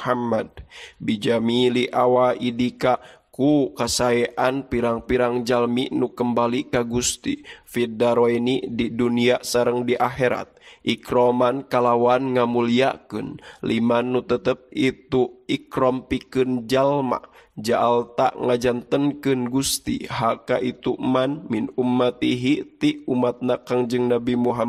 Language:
Sundanese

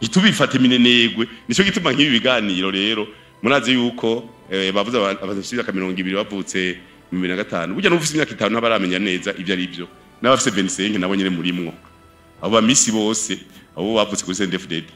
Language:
Rundi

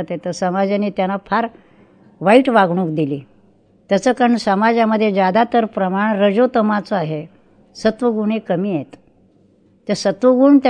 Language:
Marathi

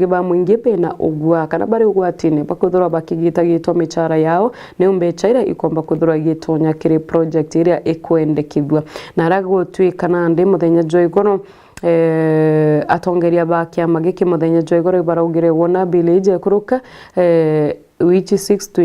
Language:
Meru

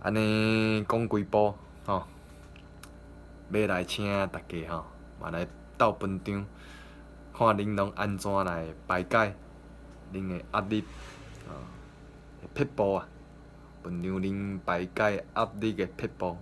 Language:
Min Nan Chinese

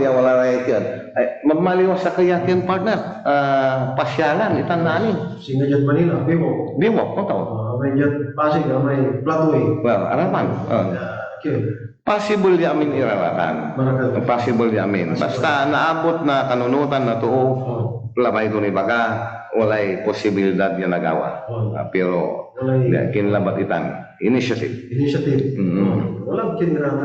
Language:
Pangasinan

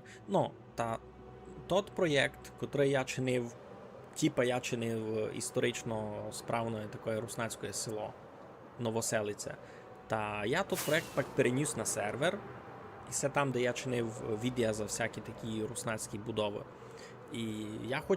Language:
Rusyn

